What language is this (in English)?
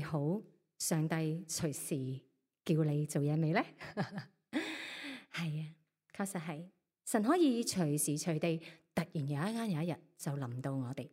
Cantonese